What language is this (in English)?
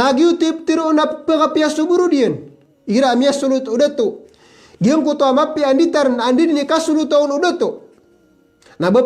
Maranao